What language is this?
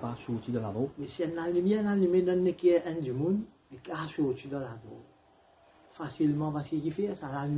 Morisyen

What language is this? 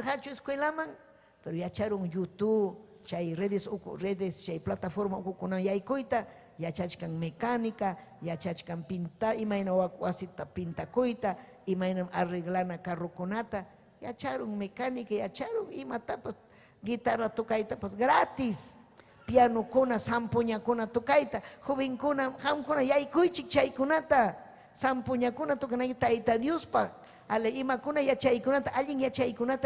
Ayacucho Quechua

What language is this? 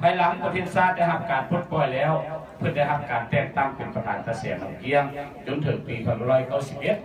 Lao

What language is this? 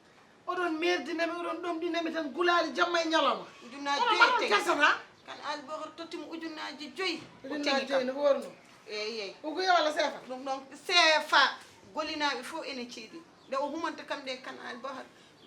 Fula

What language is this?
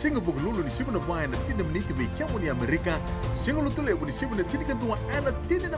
Fijian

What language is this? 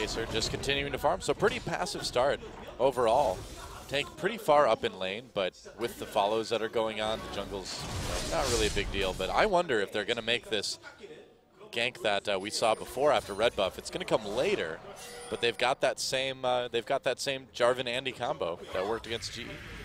English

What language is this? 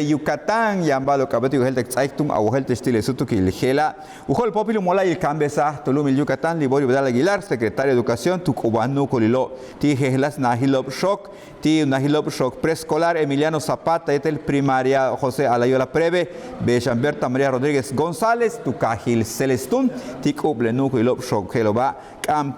Yucateco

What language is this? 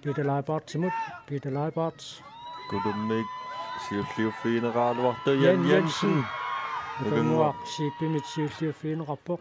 Kalaallisut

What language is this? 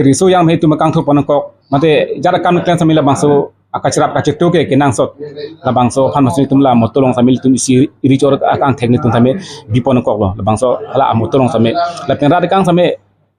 Karbi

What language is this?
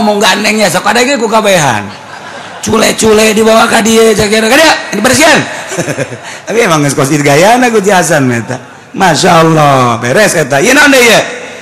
Sundanese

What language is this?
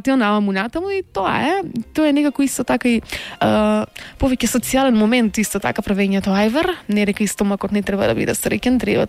Macedonian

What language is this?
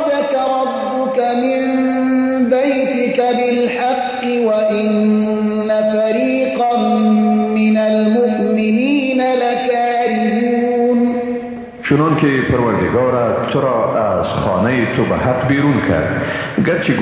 Persian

